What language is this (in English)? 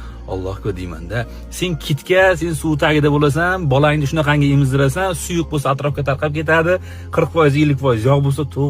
Uzbek